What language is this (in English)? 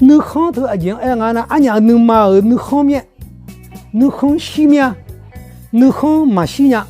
Akha